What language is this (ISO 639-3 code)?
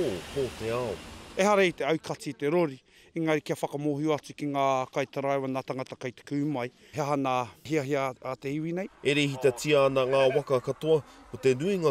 mri